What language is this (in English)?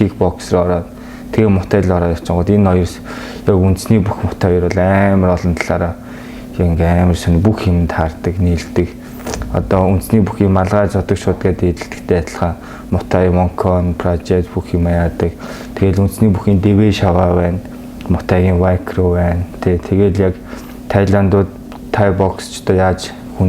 Mongolian